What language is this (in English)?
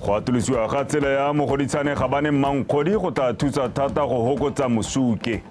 Tswana